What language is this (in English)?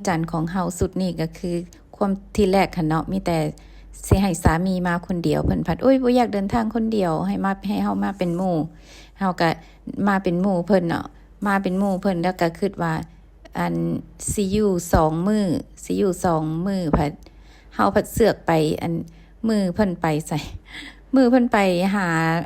Lao